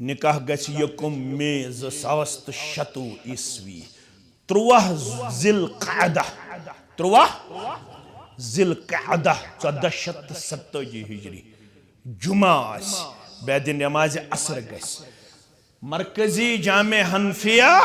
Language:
Kashmiri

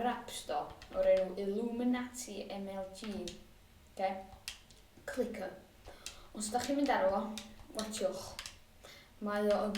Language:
Welsh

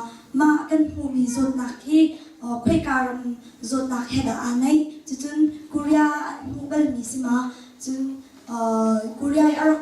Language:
Hakha Chin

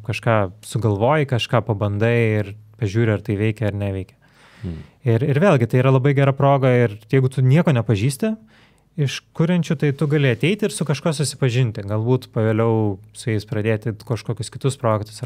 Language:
Lithuanian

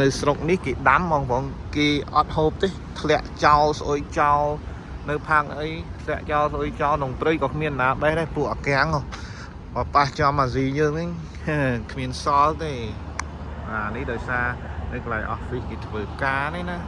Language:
Khmer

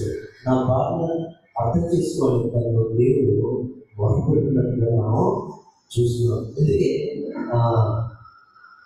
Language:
Telugu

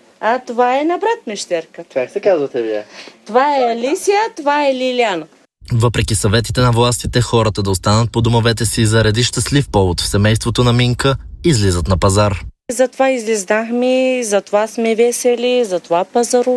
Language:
Bulgarian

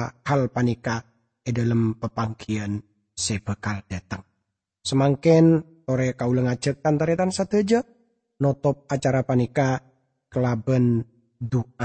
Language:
Madurese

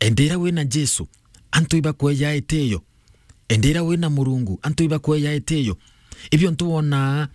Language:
Meru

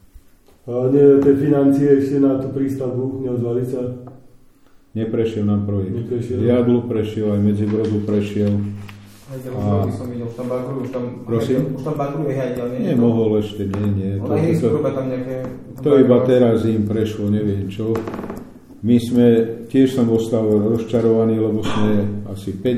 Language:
Slovak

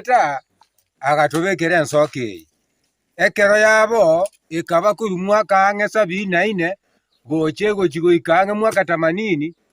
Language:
Gusii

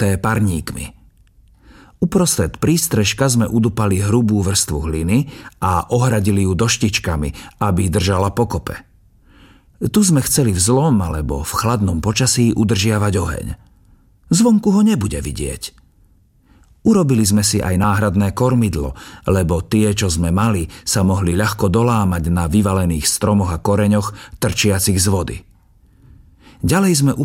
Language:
Slovak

